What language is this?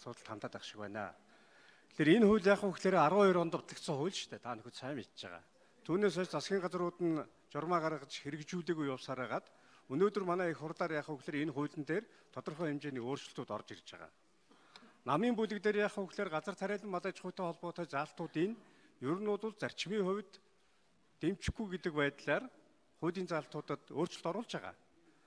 Mongolian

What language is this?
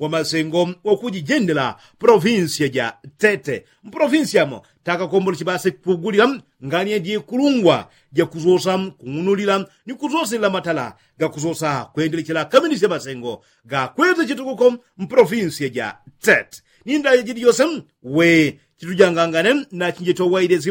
Yao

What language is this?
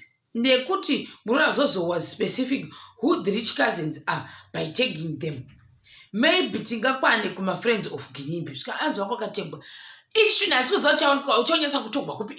Shona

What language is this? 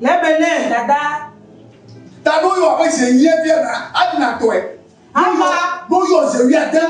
Ewe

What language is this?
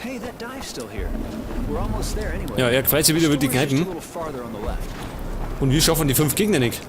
Bavarian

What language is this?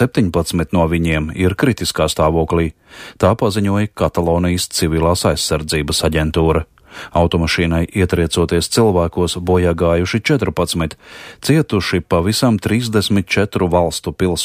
Latvian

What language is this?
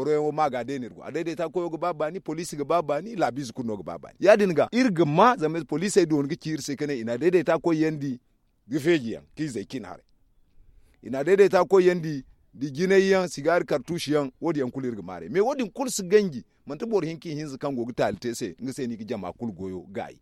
Zarma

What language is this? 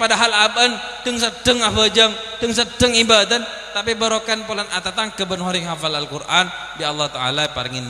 Madurese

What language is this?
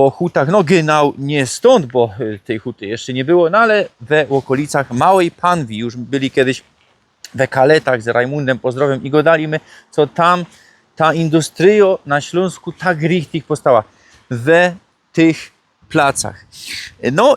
Silesian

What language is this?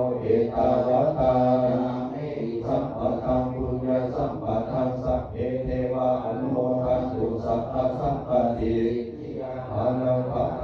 Pali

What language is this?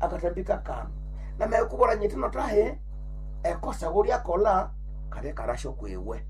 Nande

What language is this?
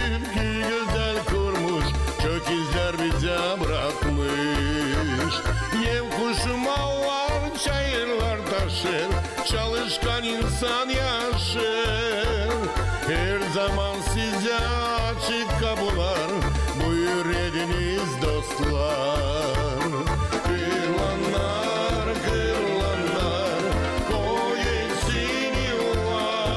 Gagauz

